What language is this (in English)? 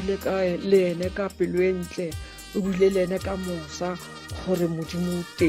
Tswana